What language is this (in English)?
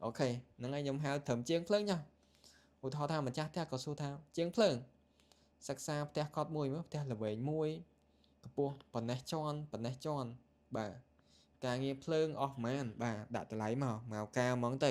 Khmer